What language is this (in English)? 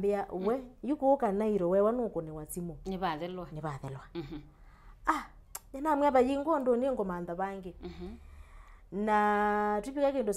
Kamba